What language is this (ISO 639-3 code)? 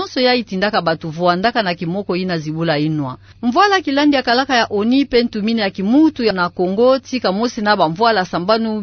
ktu